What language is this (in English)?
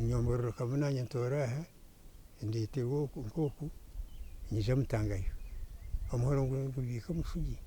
Nyankole